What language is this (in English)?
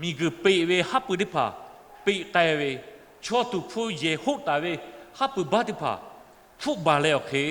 Lahu